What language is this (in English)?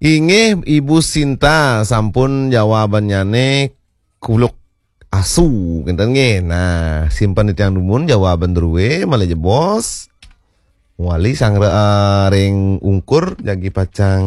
Balinese